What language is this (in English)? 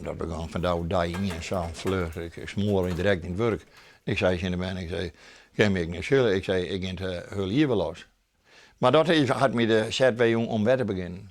Western Frisian